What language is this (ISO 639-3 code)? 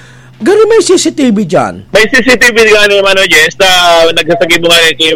bik